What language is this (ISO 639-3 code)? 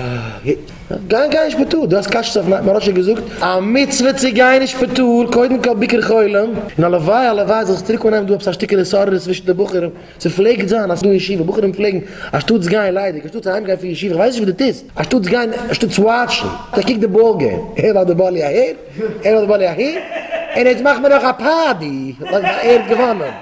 yid